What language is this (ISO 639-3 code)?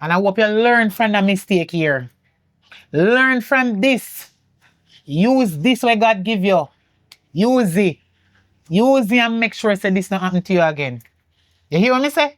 jam